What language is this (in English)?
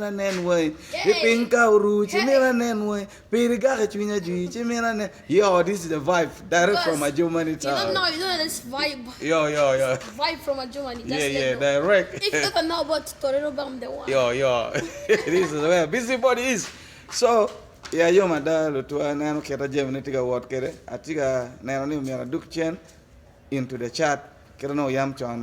Acoli